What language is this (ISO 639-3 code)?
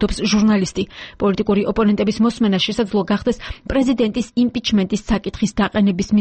kat